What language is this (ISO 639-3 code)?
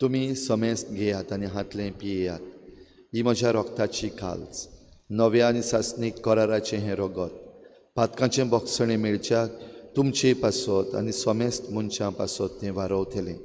kok